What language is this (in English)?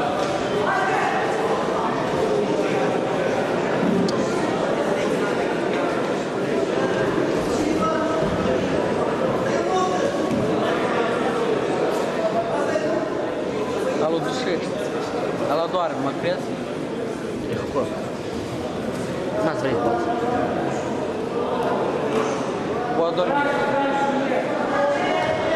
Romanian